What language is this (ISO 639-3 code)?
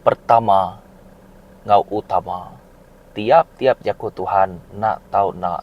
iba